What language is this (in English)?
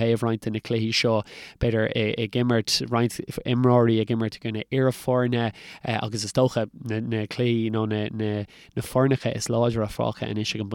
Irish